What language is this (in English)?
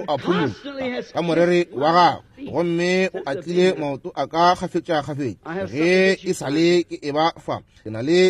Northern Sotho